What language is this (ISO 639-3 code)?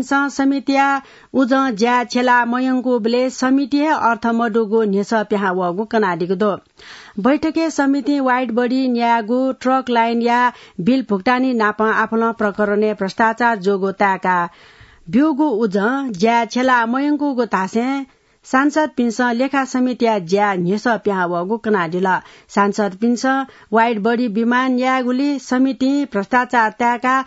new